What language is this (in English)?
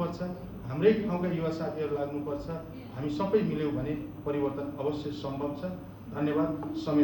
Nepali